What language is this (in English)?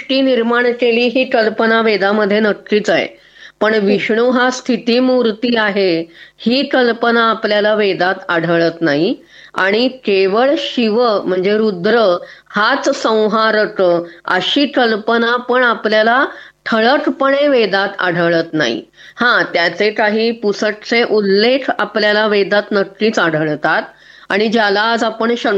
Marathi